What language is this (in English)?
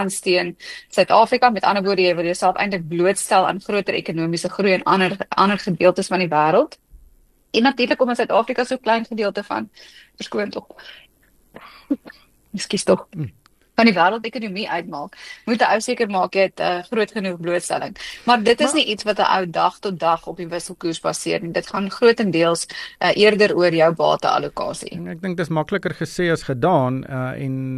Afrikaans